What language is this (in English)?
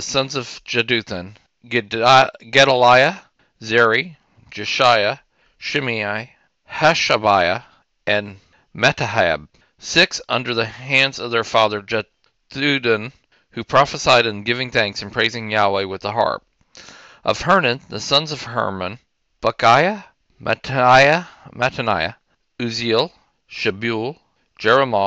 English